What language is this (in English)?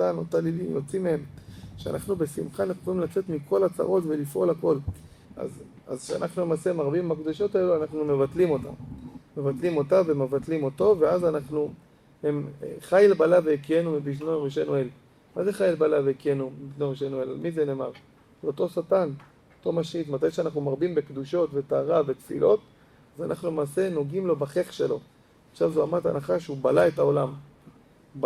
Hebrew